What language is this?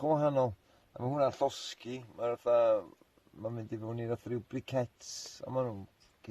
Welsh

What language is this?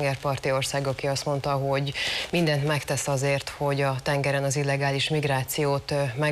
Hungarian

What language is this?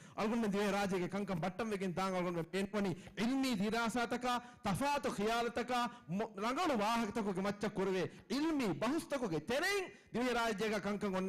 Divehi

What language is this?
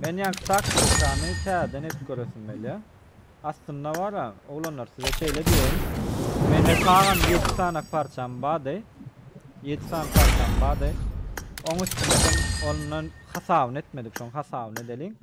Turkmen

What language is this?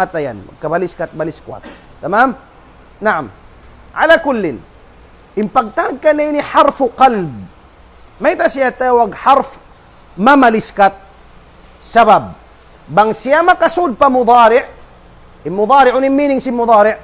Tausug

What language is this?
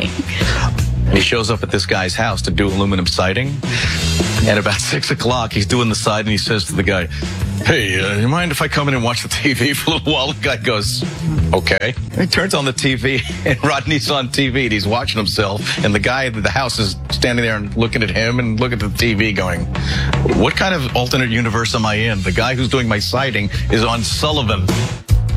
English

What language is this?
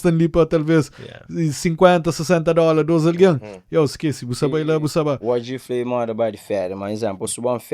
Kabuverdianu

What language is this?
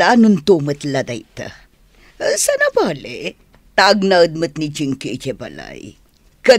Iloko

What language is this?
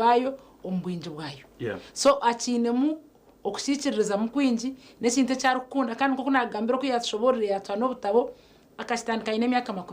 Nyankole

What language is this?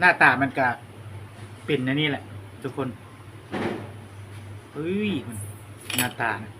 Lao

